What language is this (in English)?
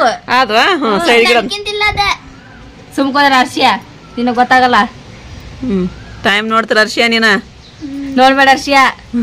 Kannada